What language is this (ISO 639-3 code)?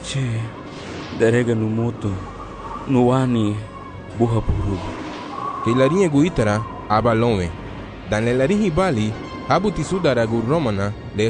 cab